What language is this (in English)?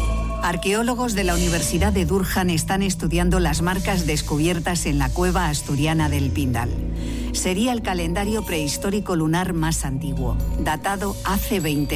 Spanish